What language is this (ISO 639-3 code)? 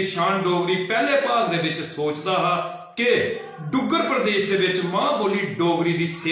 doi